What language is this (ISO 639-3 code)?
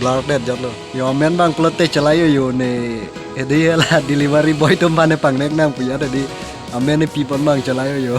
mjw